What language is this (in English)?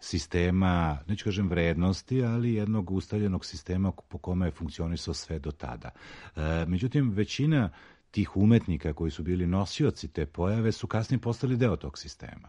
Serbian